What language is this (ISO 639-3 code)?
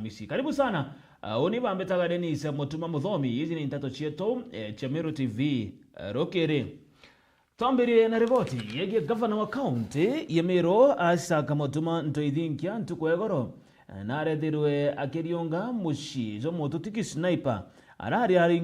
mer